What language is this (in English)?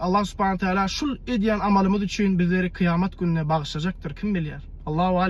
Turkmen